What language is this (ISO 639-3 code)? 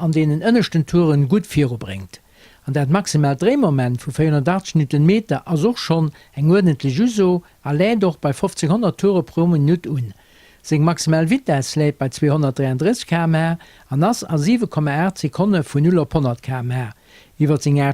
ltz